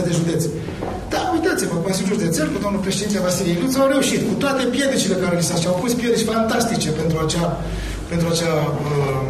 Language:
Romanian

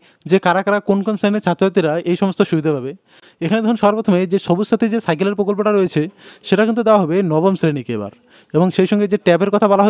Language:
Bangla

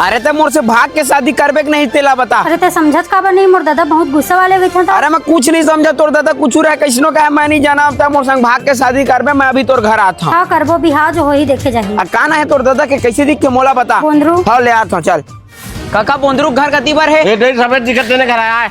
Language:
Chhattisgarhi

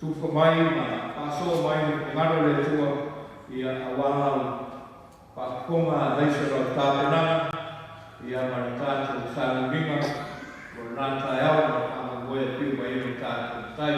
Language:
Samoan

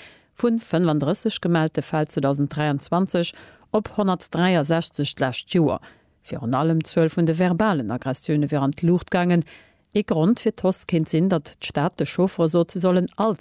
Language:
Luxembourgish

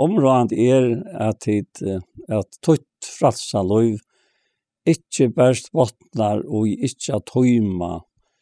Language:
Faroese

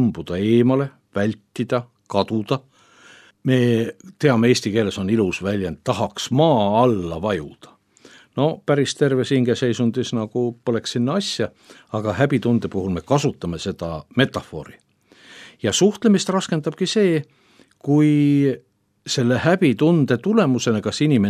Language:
Estonian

